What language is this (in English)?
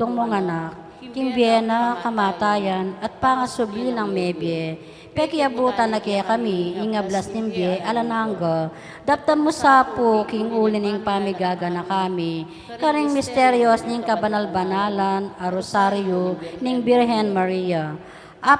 Pampanga